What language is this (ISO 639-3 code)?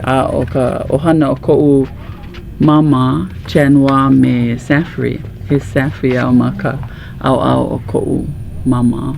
haw